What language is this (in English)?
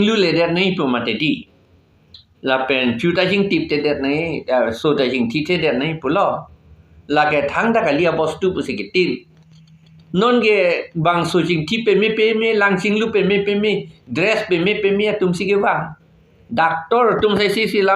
Karbi